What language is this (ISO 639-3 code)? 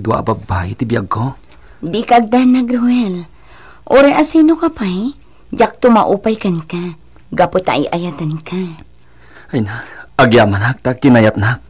ilo